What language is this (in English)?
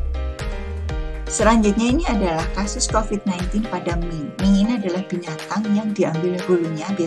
Indonesian